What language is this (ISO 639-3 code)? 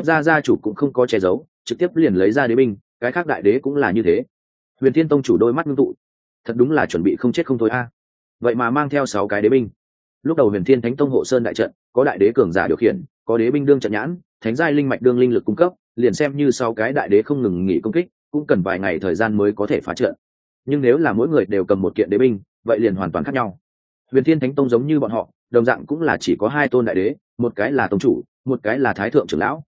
vie